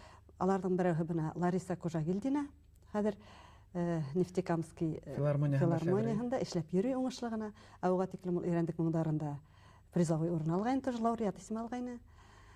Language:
Bashkir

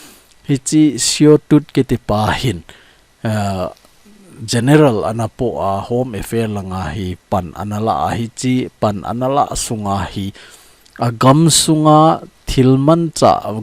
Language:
Thado Chin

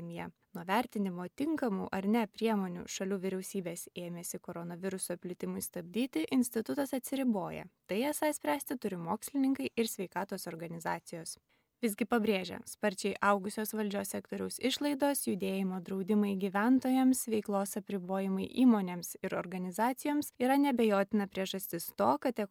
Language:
Lithuanian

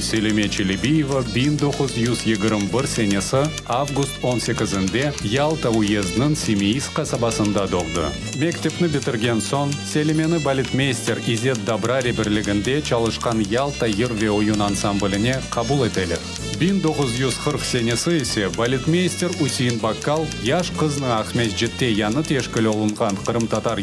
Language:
Crimean Tatar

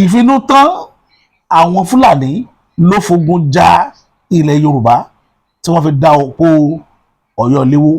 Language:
Yoruba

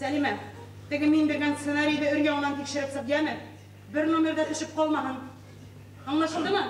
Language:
Bashkir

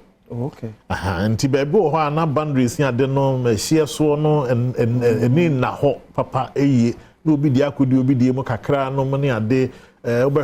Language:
Akan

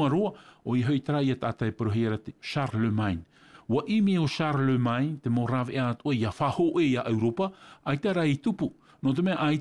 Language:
Tahitian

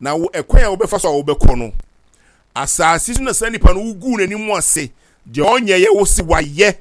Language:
Akan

